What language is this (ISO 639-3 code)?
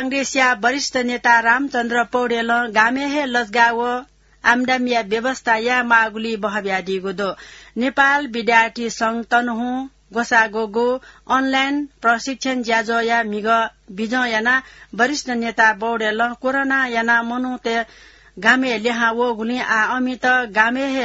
new